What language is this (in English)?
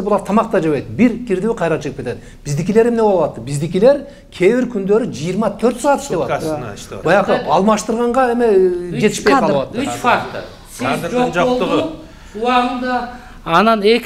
Kyrgyz